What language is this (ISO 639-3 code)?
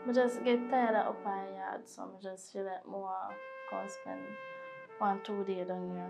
jam